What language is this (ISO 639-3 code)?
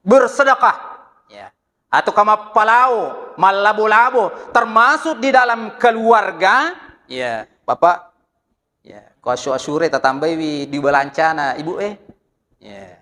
bug